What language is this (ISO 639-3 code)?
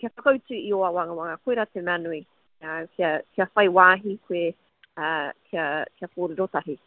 mri